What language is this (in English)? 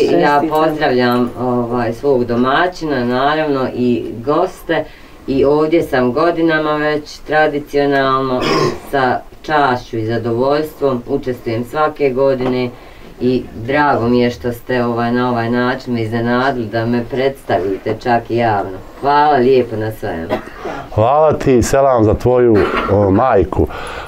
Bosnian